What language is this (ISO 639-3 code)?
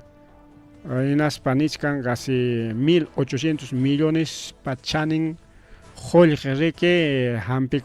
quy